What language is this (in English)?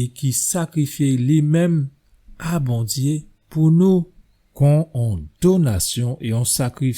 Guadeloupean Creole French